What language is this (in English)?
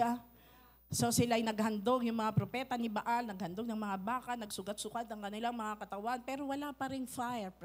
Filipino